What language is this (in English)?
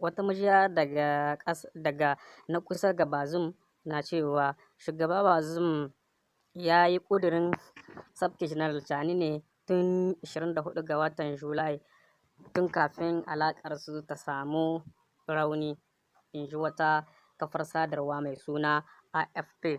Hausa